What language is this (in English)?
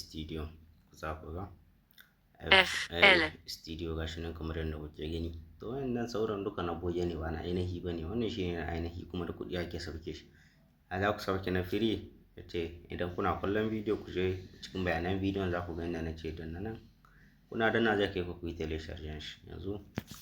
Hausa